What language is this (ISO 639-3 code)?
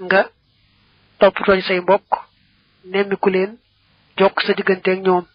wol